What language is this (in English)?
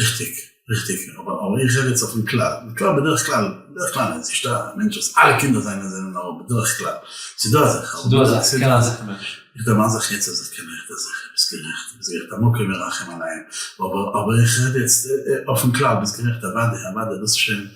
Yiddish